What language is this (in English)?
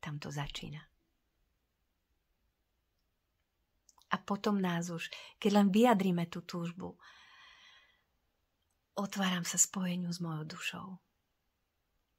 Slovak